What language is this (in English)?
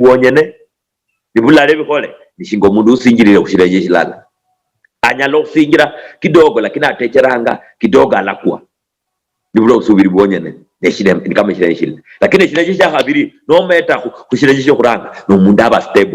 Luyia